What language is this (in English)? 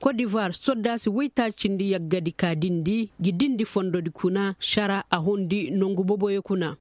Koyraboro Senni